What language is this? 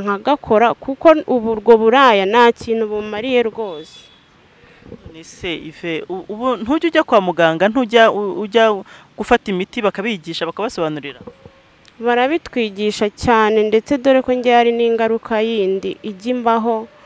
Kinyarwanda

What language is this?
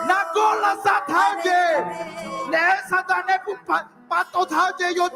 Akha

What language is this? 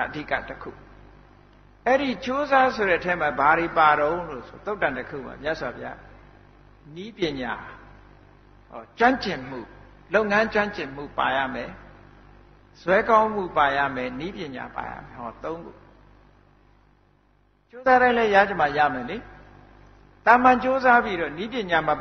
Burmese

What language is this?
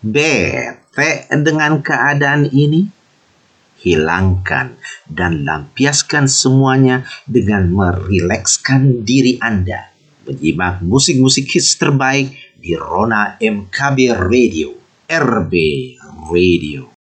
Indonesian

